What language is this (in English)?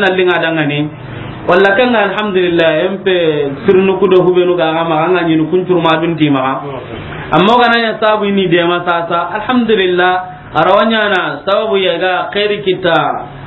Soninke